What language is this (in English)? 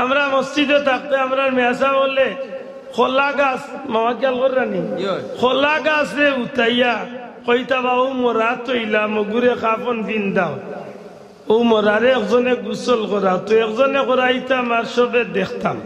Sylheti